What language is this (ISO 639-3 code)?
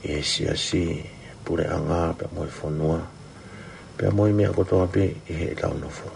ton